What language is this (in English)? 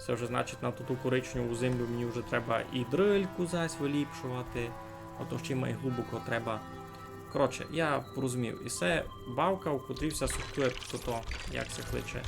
Rusyn